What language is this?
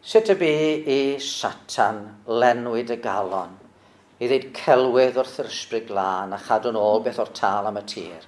Welsh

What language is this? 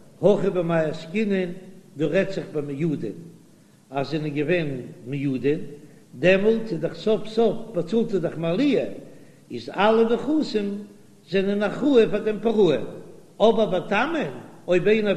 Yiddish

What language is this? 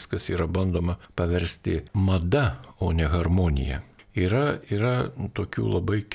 Lithuanian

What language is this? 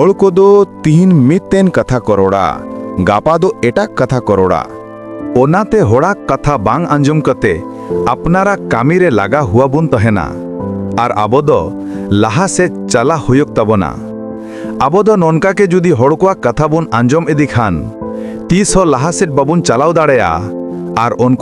Santali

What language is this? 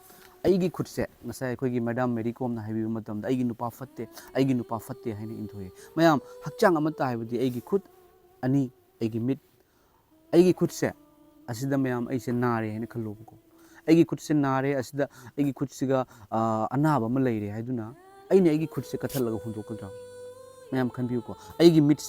Manipuri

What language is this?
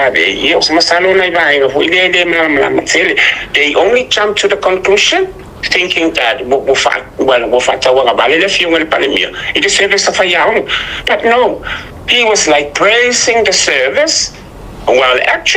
Samoan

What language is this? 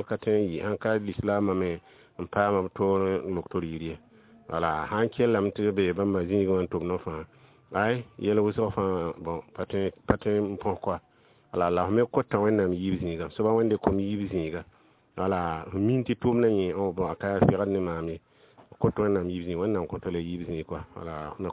Mossi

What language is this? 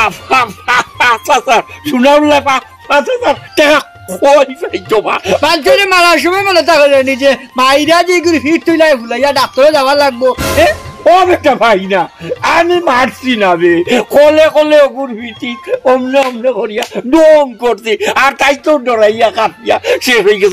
Sylheti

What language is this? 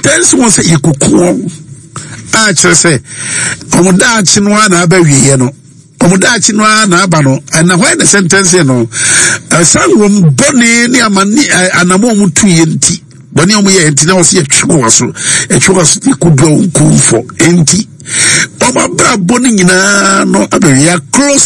Akan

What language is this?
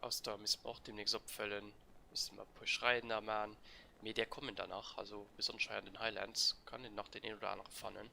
Luxembourgish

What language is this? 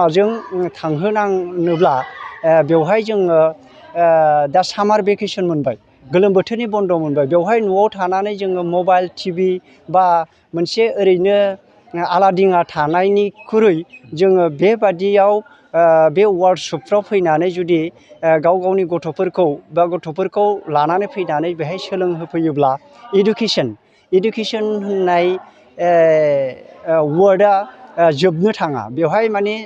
Bodo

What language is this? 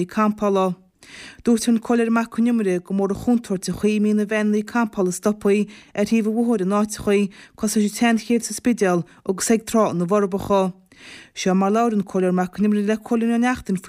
Irish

